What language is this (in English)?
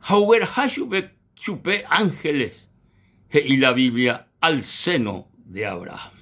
Guarani